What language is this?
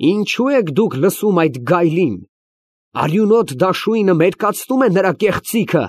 Armenian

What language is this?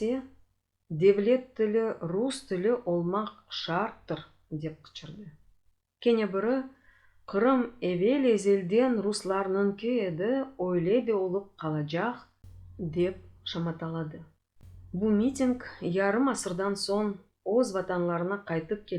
Crimean Tatar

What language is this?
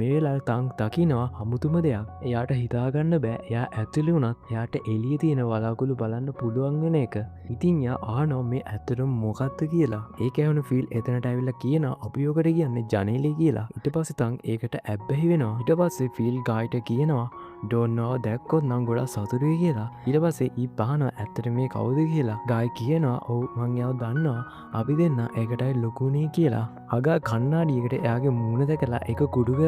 Sinhala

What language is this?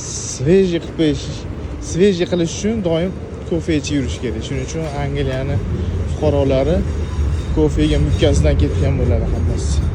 Uzbek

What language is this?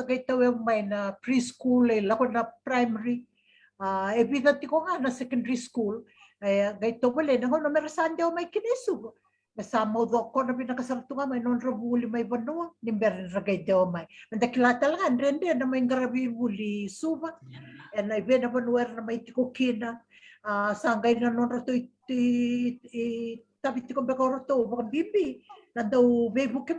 Fijian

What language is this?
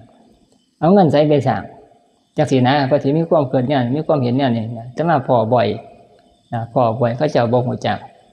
Northeastern Thai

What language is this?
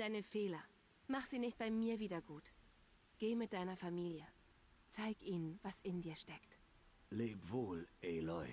Swiss German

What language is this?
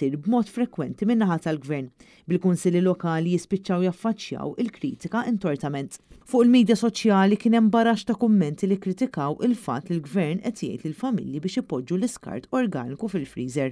Maltese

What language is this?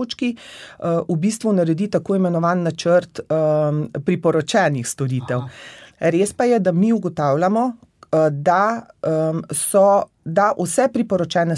Slovenian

